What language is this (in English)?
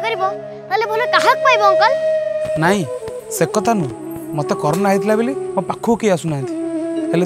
Odia